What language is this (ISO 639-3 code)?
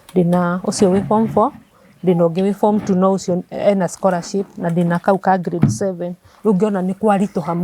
kik